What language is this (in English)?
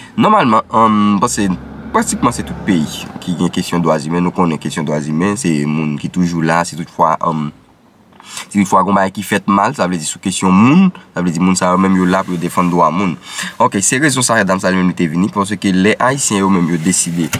Haitian Creole